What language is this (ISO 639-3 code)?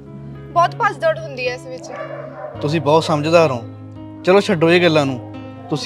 pan